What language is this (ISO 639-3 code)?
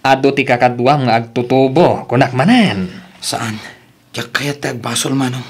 ilo